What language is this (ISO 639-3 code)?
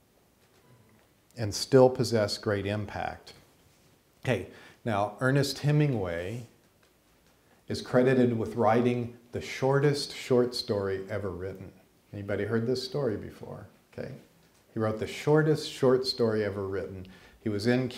eng